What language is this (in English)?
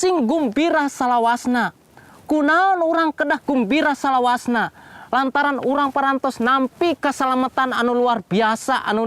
Sundanese